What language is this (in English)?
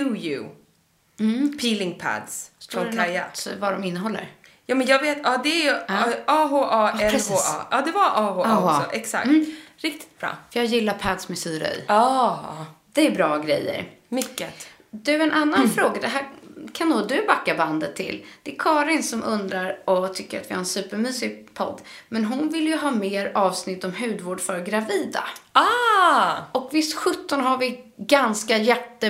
Swedish